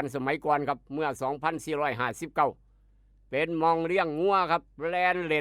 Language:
Northeastern Thai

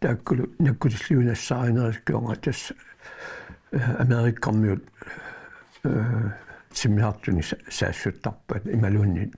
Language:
Kalaallisut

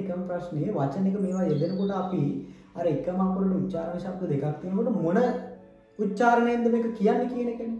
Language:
Sinhala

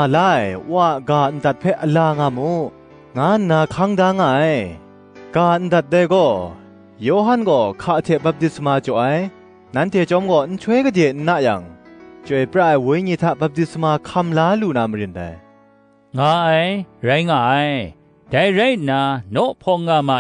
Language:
Kachin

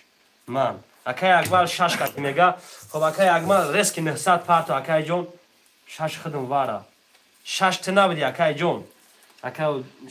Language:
Tajik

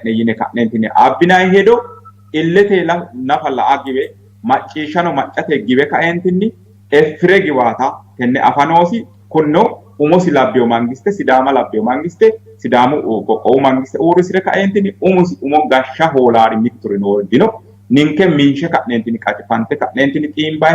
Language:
Sidamo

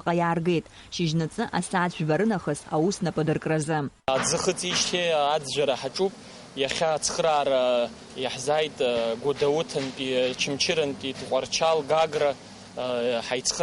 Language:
Abkhazian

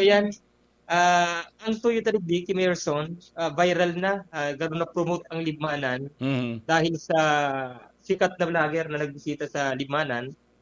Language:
Bikol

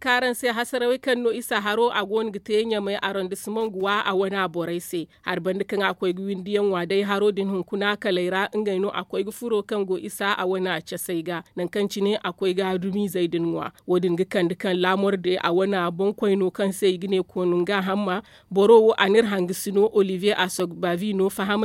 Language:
Zarma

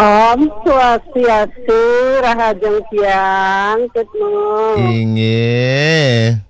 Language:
Balinese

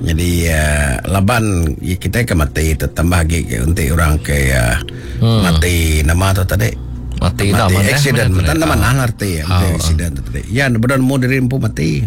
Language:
Iban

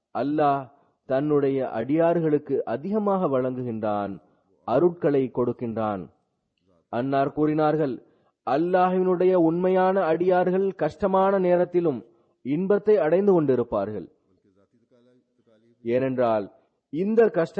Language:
Tamil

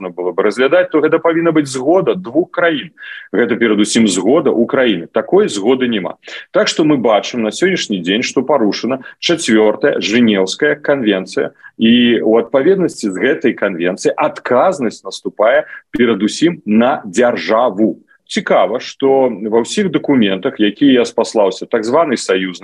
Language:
Belarusian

